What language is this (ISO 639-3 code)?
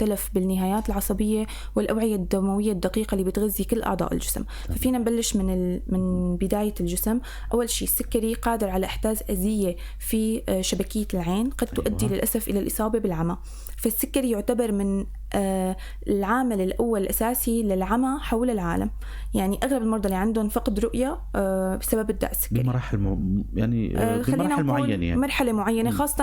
apc